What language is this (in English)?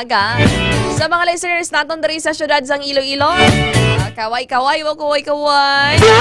Hiligaynon